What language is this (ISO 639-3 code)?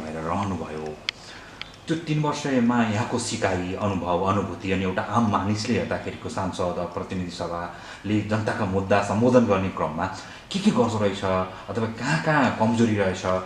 nep